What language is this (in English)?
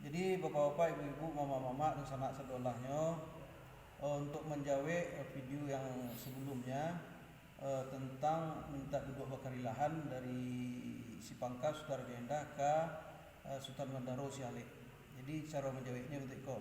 Minangkabau